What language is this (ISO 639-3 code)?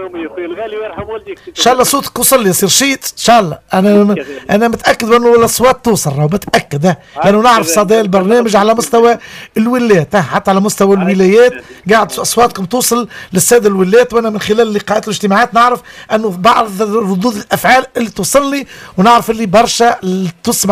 aeb